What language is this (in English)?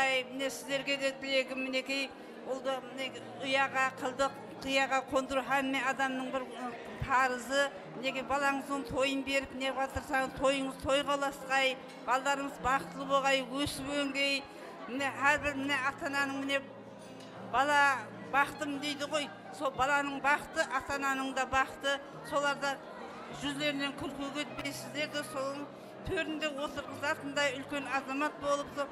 Kara-Kalpak